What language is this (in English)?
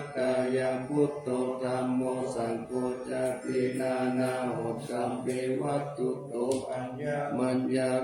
Pali